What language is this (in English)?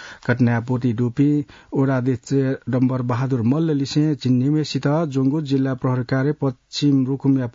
Newari